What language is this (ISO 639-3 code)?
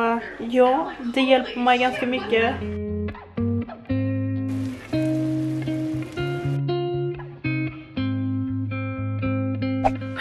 swe